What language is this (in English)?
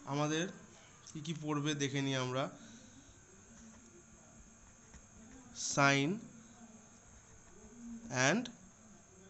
Bangla